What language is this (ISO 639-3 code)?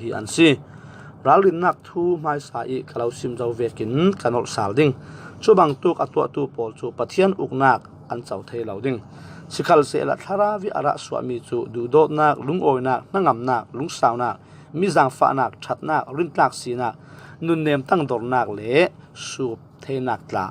cfm